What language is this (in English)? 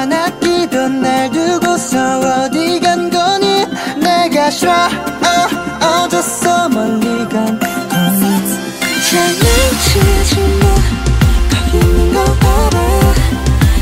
Korean